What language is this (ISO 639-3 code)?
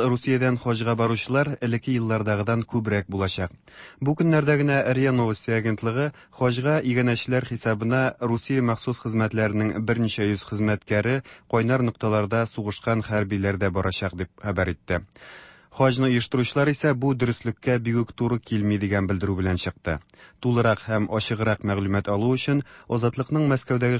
tat